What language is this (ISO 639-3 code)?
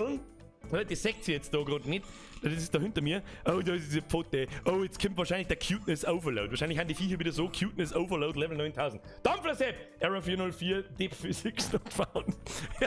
bar